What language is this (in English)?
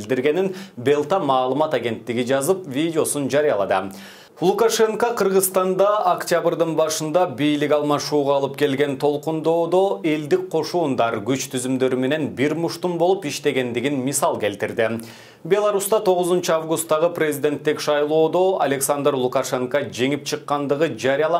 Kyrgyz